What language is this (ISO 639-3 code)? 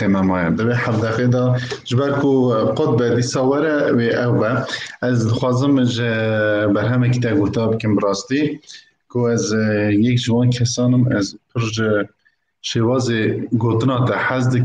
kur